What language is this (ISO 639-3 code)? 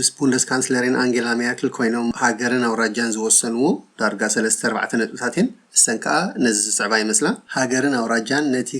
tir